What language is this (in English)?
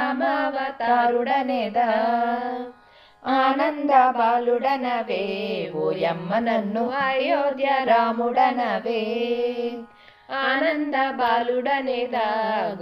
Telugu